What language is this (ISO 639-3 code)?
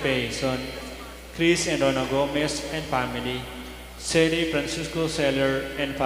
pam